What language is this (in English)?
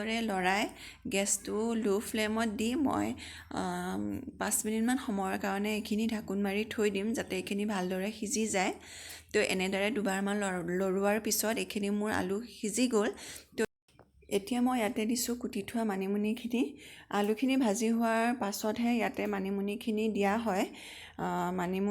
Assamese